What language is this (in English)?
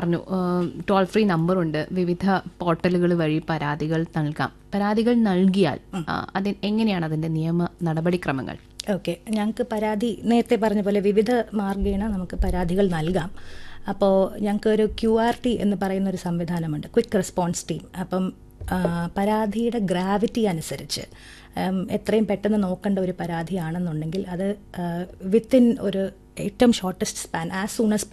Malayalam